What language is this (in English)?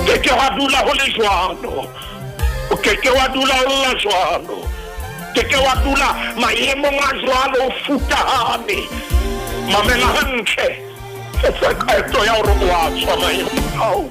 Southern Sotho